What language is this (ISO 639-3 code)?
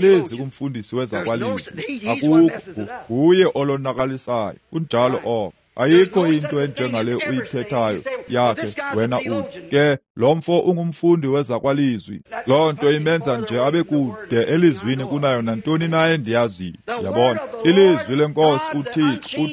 xho